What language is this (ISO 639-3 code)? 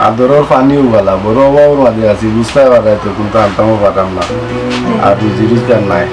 syl